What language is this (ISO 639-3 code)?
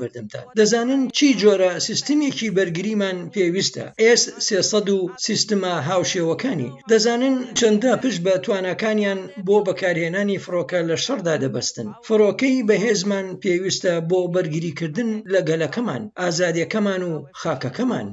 ckb